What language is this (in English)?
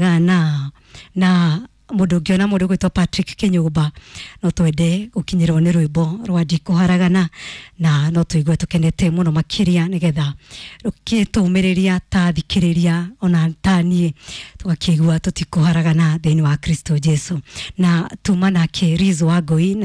Kikuyu